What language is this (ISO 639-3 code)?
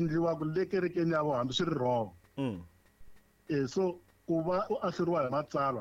tso